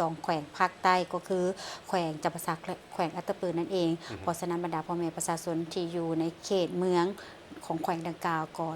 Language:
Lao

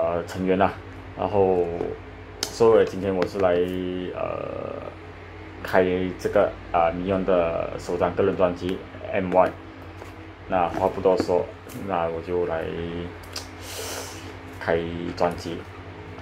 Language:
Chinese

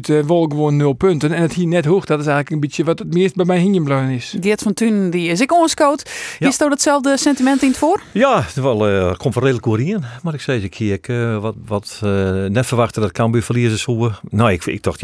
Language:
Western Frisian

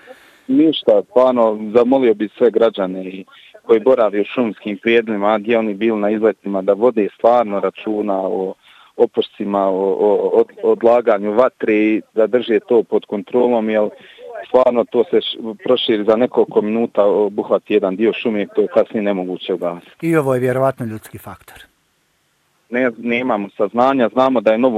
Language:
Bosnian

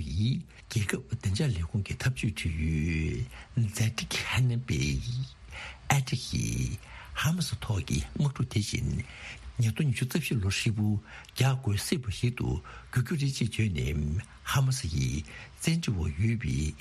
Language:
Tibetan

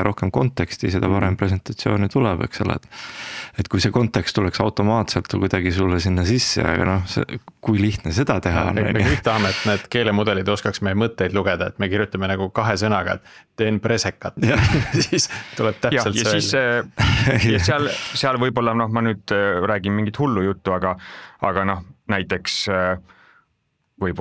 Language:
Estonian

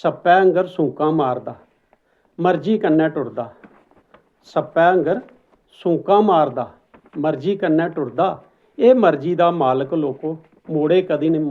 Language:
Dogri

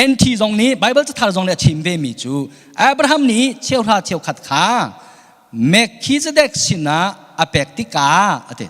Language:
Hakha Chin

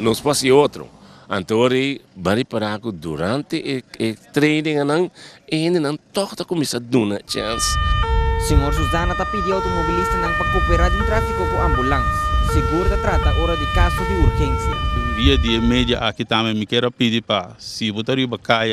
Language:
Papiamento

